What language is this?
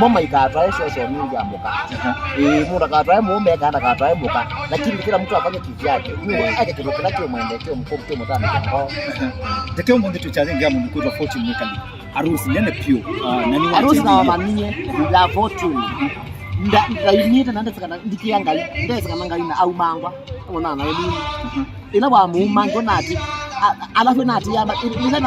Kamba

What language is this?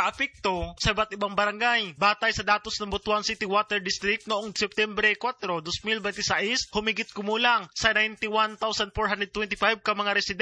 Filipino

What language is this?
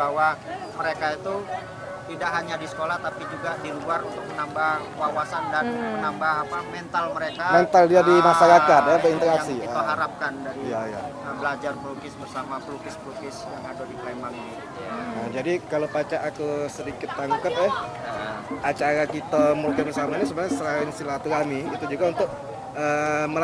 Musi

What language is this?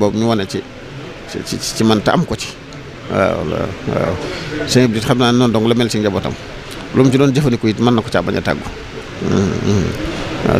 Wolof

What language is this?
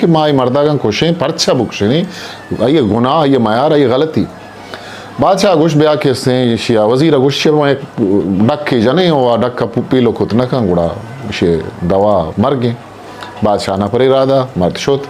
Eastern Balochi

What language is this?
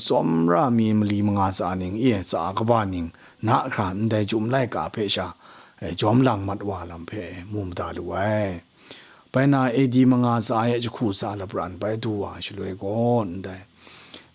Kachin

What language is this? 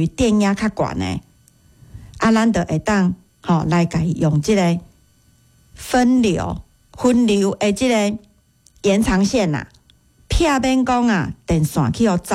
Min Nan Chinese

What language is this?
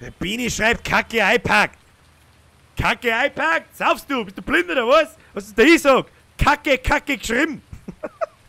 Bavarian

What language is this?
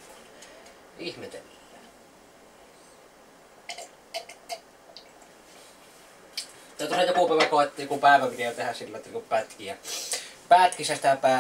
Finnish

